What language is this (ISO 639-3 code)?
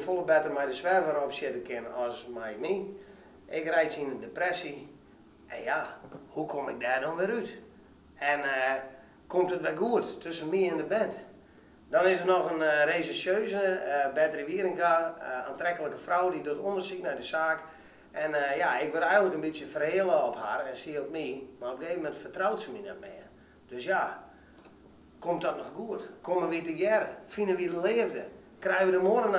fry